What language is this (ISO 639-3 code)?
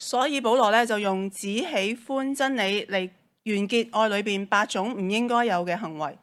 yue